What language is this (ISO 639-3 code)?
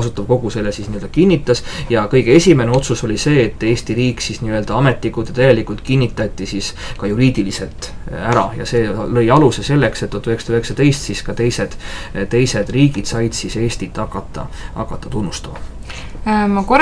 est